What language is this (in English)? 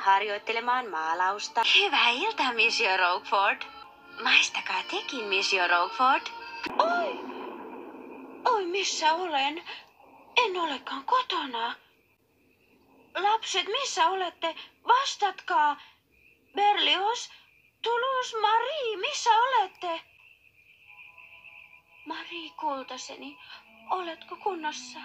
Finnish